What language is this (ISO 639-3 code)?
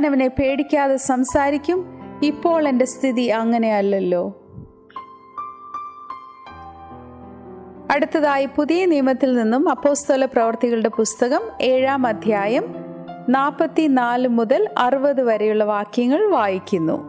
mal